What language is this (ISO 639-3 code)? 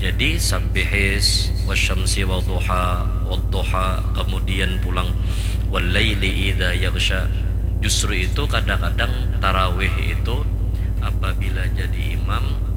bjn